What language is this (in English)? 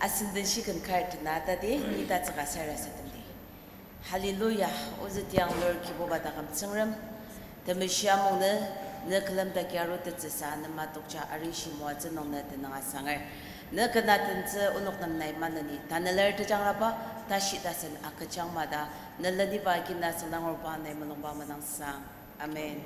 Ao Naga